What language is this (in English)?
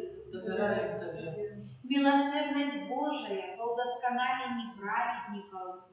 Belarusian